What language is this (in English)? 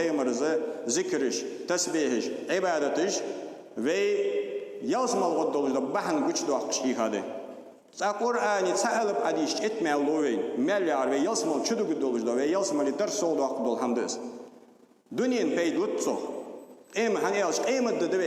Ingush